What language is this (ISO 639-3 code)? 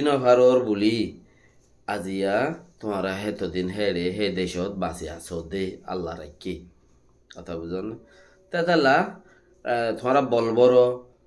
rhg